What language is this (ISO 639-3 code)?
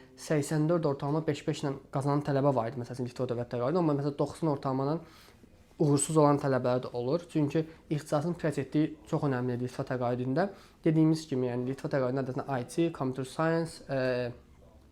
aze